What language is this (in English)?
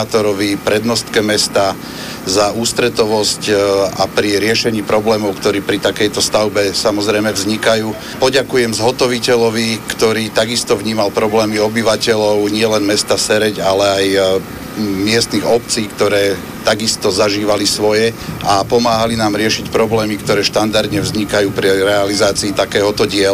Slovak